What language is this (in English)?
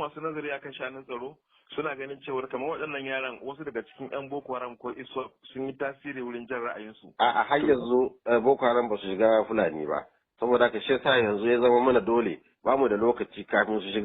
Hausa